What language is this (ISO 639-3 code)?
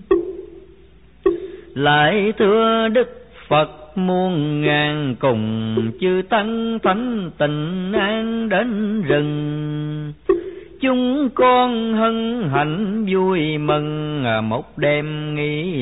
vie